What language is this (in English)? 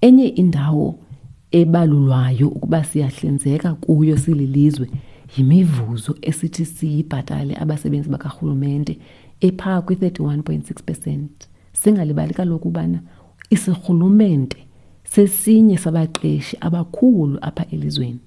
Xhosa